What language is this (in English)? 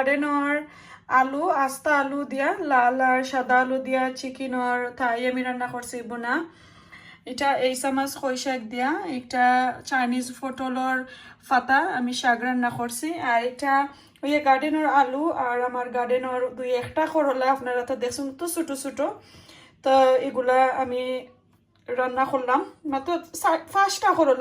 Sylheti